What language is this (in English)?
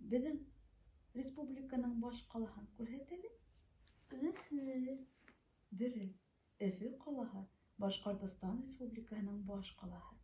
Bashkir